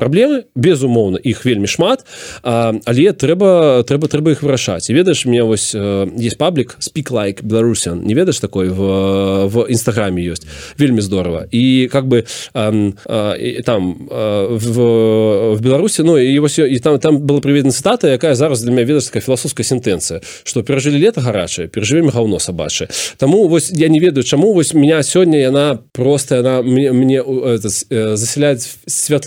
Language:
Belarusian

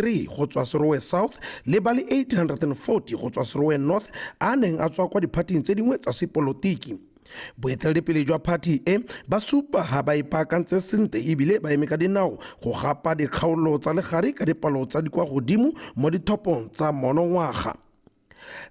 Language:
Tswana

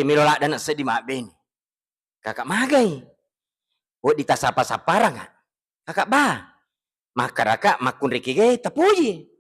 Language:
Buginese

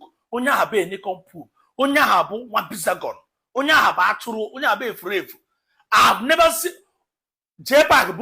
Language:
Igbo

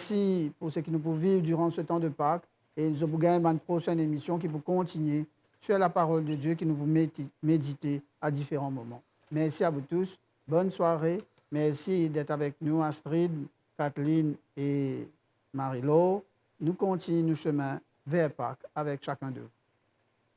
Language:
Morisyen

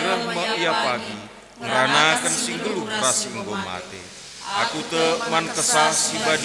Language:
Batak Karo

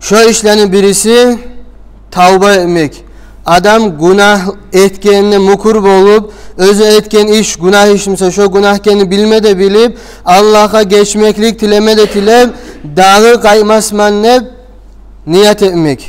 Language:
Kumyk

